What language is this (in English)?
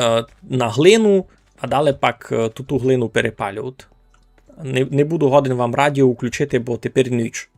Rusyn